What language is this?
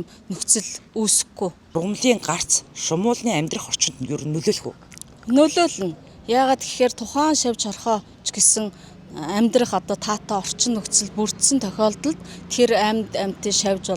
Mongolian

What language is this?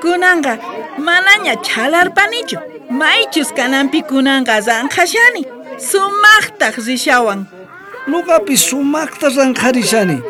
South Bolivian Quechua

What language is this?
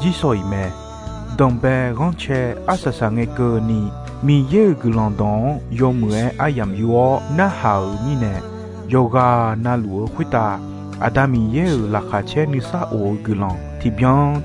Akha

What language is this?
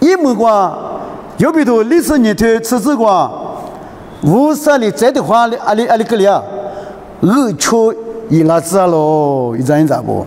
Lisu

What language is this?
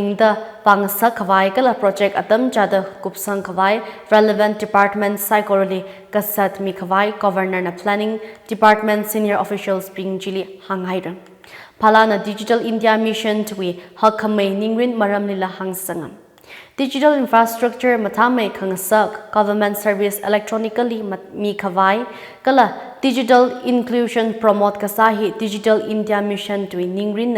Tangkhul Naga (India)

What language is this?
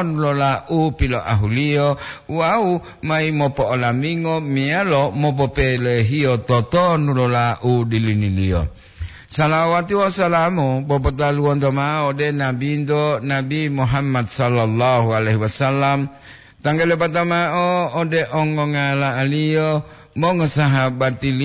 Gorontalo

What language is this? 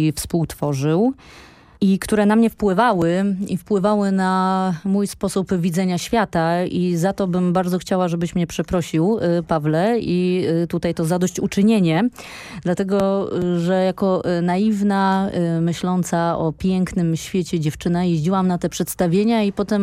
Polish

